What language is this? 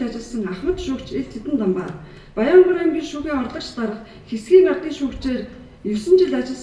Mongolian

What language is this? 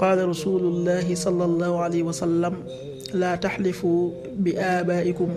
Wolof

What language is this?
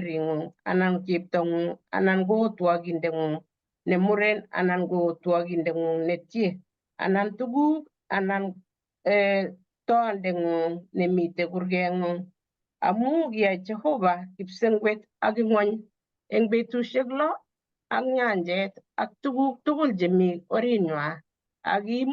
Kalenjin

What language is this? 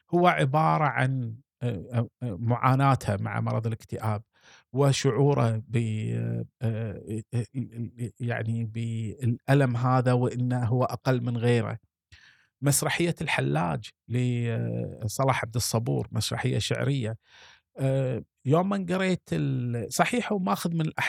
Gulf Arabic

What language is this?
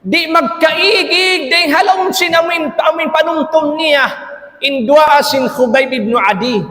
Tausug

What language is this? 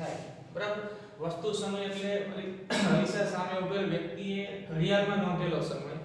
Gujarati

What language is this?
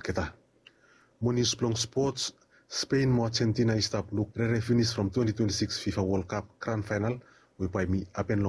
Bislama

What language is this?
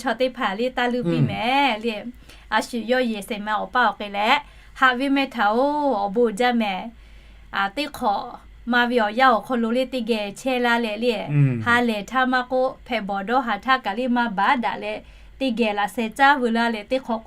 Lahu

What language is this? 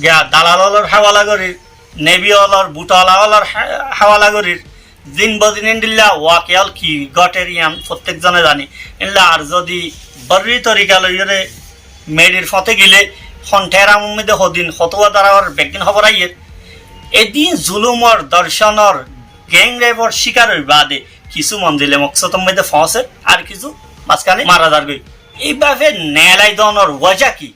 Rohingya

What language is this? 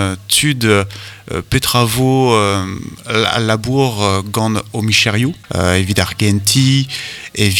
Breton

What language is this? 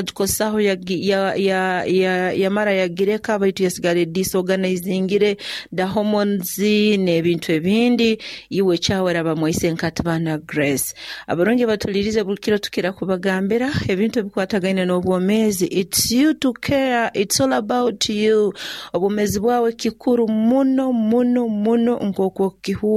Nyoro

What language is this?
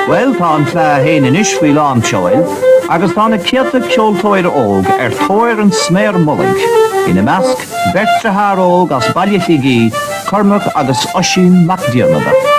Irish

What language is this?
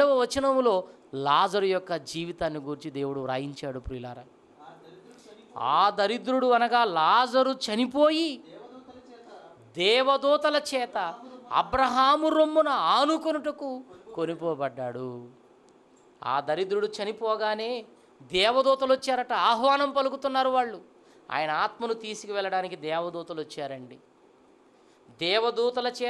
Telugu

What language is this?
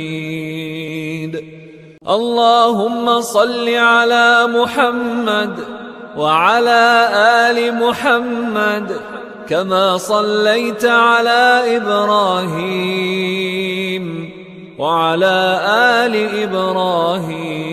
Arabic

